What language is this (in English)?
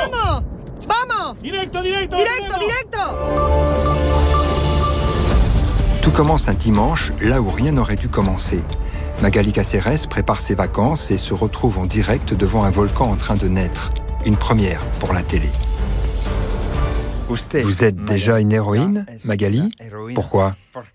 French